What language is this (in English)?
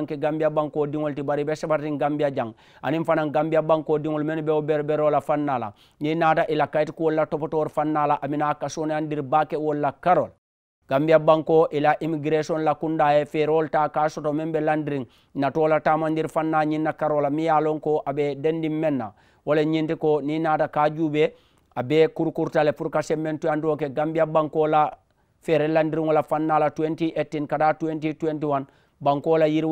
Mandingo